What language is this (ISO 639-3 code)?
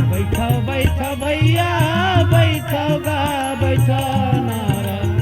hne